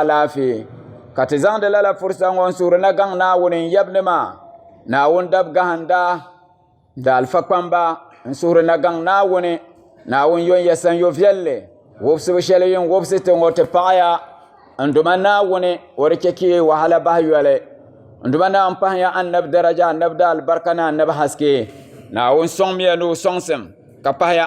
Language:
Dagbani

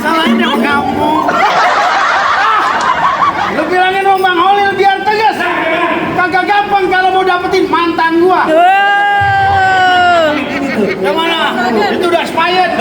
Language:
Betawi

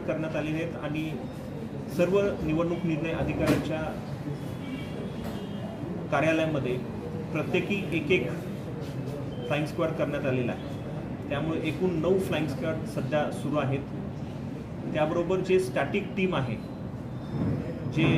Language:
Marathi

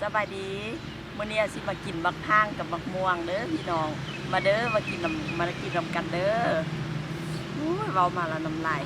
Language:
Lao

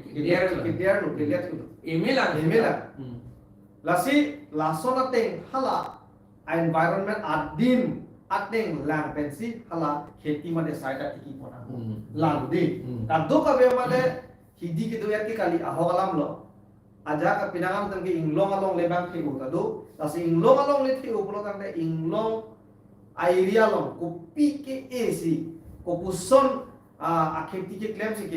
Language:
Karbi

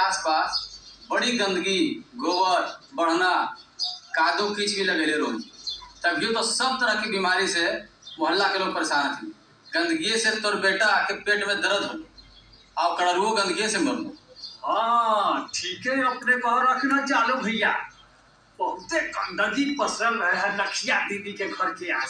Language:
Magahi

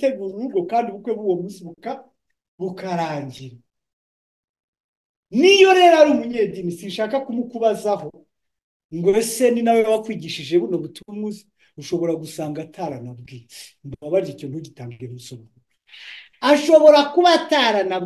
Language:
Kinyarwanda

